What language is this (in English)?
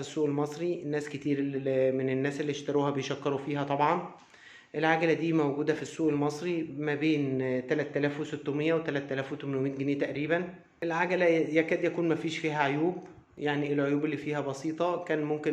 Egyptian Arabic